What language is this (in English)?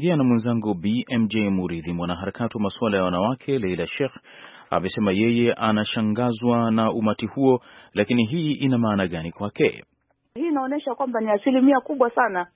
Swahili